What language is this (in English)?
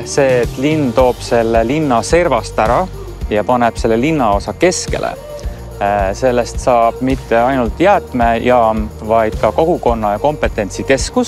Estonian